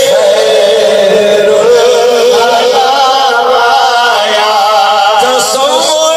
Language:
Saraiki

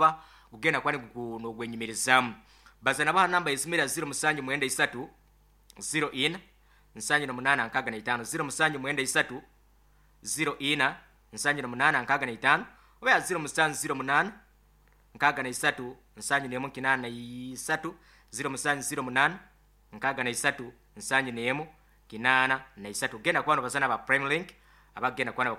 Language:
Nyoro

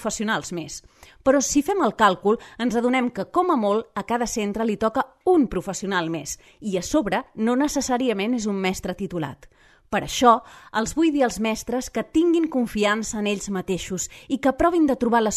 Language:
Catalan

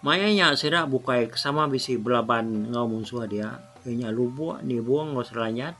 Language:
Iban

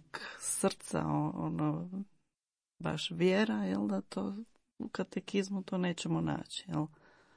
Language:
Croatian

